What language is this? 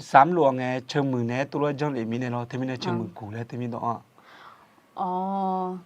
Akha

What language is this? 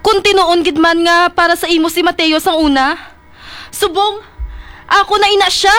Hiligaynon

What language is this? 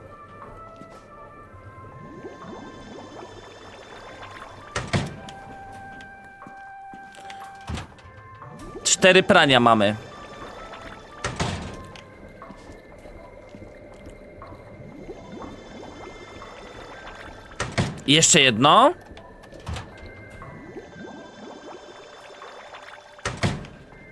Polish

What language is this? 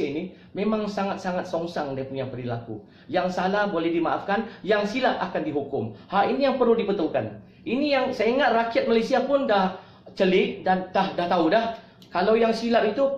Malay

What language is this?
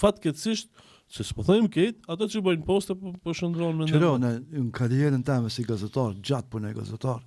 Albanian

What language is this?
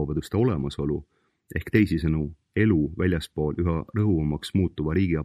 Estonian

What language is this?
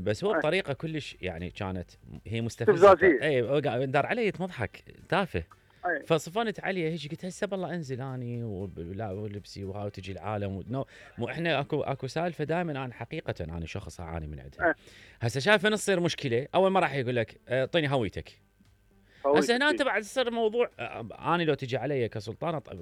Mesopotamian Arabic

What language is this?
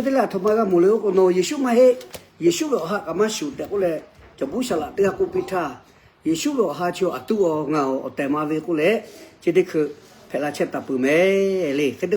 Lahu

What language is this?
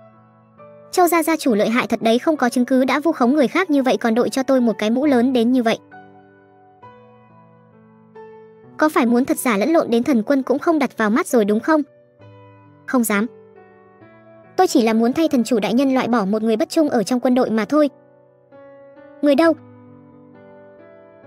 Vietnamese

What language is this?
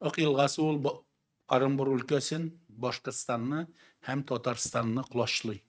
Tatar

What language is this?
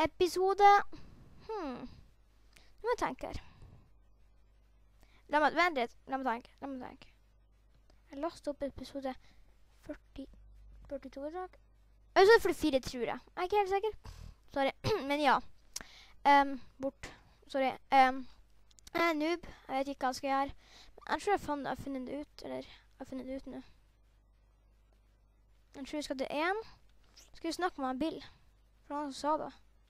Norwegian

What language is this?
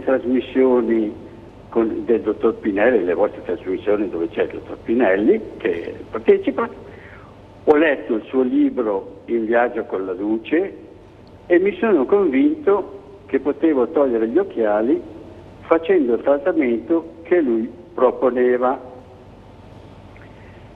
Italian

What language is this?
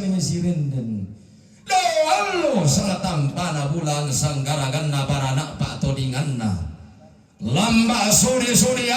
Toraja-Sa'dan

